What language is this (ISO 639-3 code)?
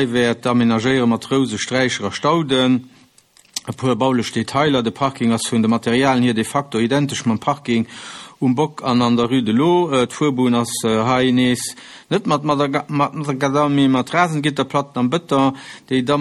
ltz